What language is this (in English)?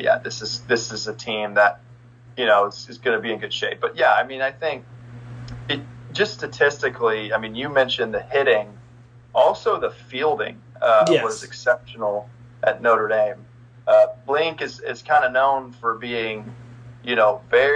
English